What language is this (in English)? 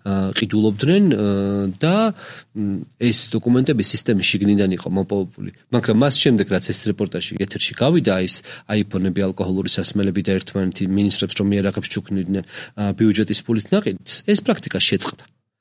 Georgian